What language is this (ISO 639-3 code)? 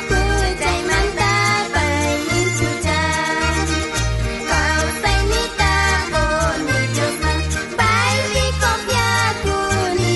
quh